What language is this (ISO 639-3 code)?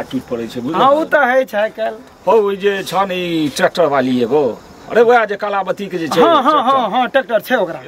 mai